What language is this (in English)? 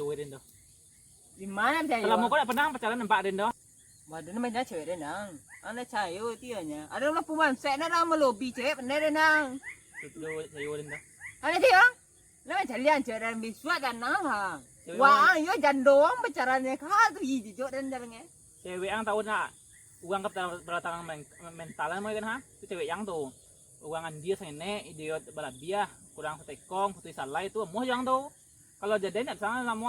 Minangkabau